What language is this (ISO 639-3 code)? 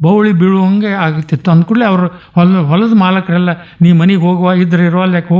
kan